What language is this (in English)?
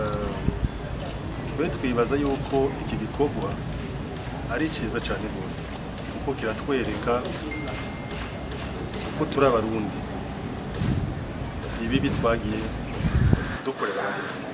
Rundi